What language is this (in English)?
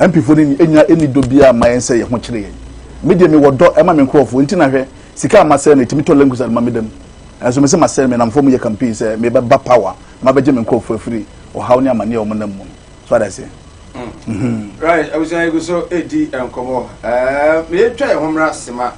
Akan